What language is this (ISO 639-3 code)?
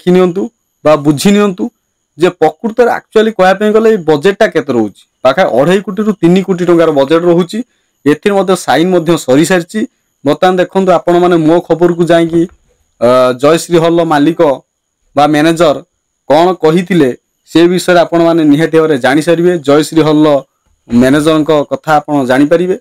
ori